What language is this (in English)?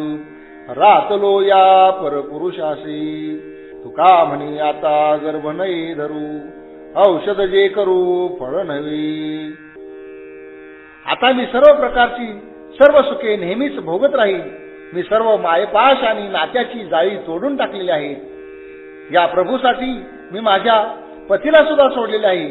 Marathi